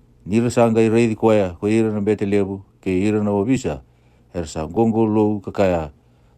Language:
Fijian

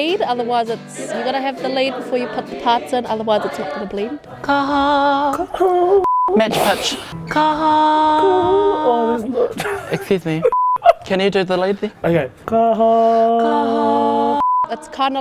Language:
Māori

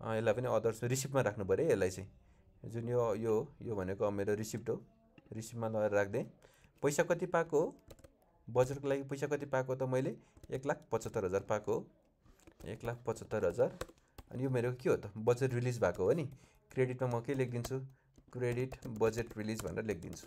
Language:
Nepali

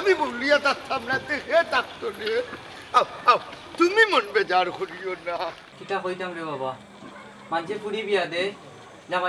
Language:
Sylheti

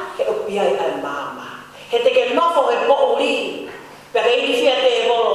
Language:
Tongan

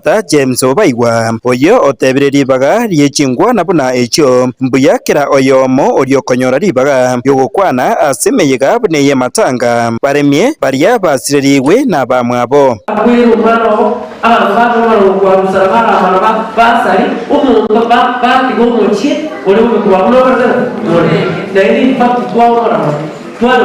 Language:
Gusii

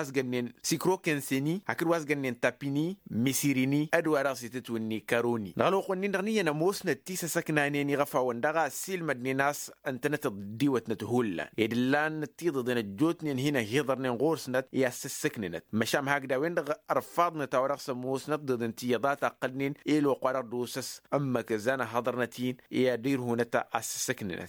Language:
Tamasheq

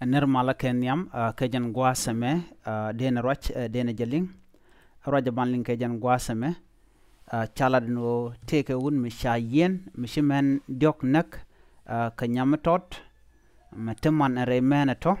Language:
Nuer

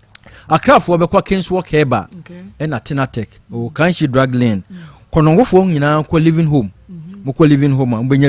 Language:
Akan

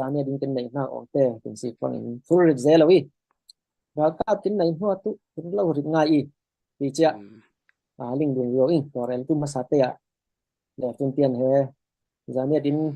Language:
Falam Chin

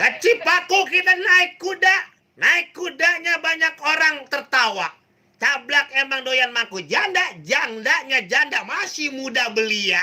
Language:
Betawi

